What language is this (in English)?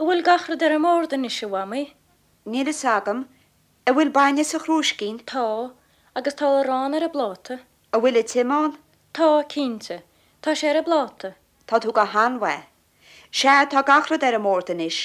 Irish